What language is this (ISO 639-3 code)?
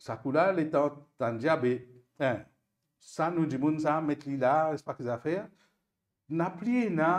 mfe